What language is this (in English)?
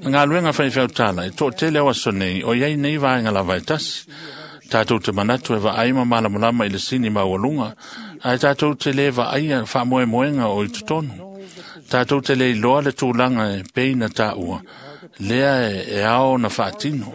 Samoan